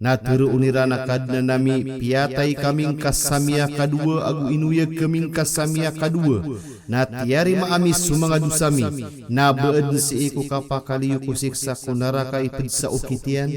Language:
Maranao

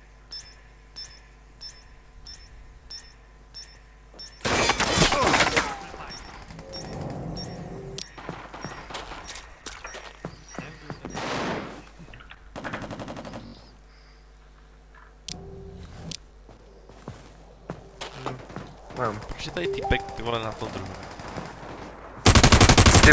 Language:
Czech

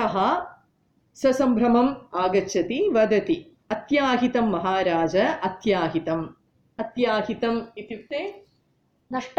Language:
Sanskrit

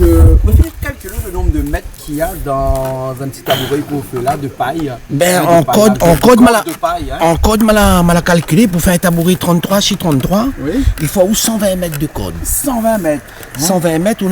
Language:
Réunion Creole French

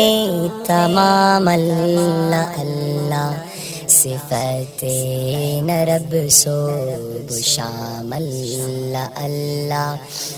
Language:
Brahui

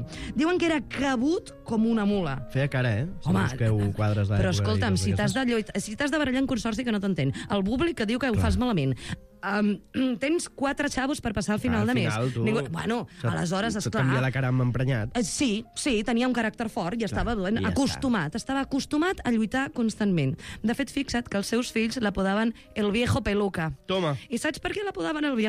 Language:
Catalan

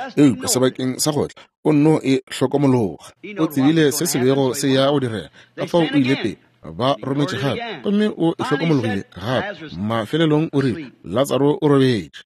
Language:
Northern Sotho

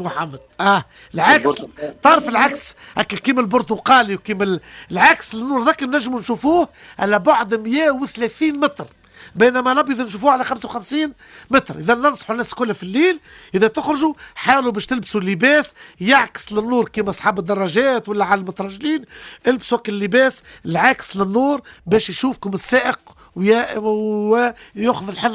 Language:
Tunisian Arabic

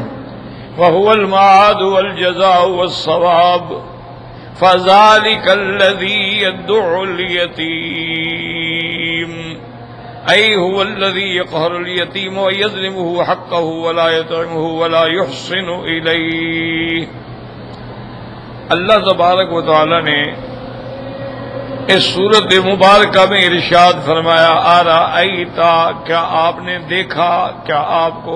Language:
Urdu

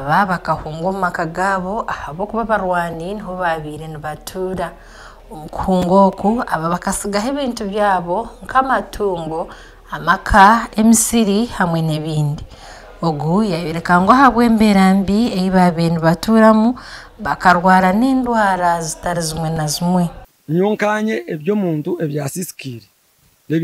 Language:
Nyankole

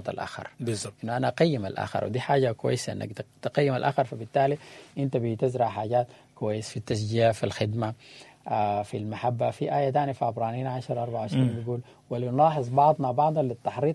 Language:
Sudanese Arabic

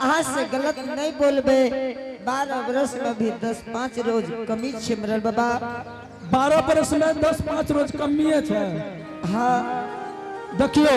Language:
Angika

